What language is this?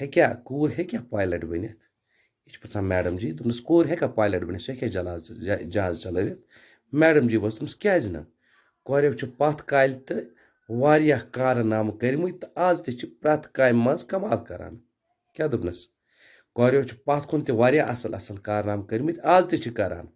Kashmiri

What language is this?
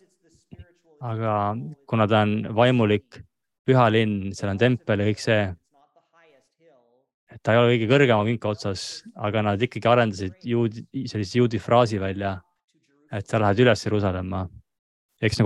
Estonian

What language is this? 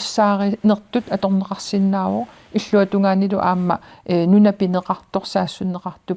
Kalaallisut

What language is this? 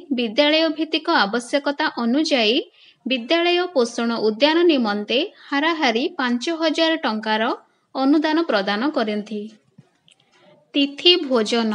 Odia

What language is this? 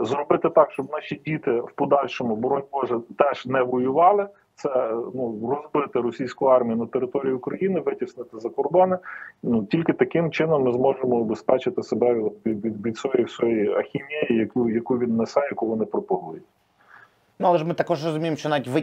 Ukrainian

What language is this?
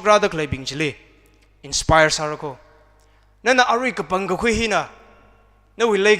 Tangkhul Naga (India)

